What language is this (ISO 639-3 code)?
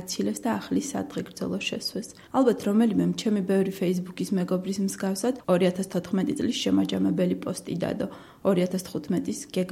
kat